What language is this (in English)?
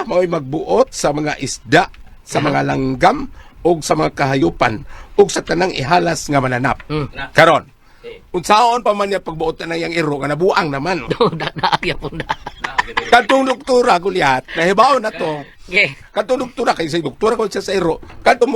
Cebuano